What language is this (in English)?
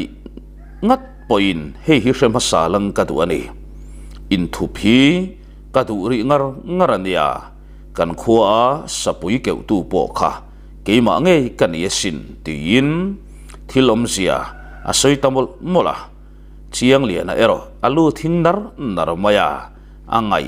Mizo